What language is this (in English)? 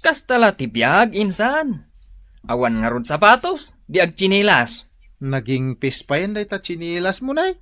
Iloko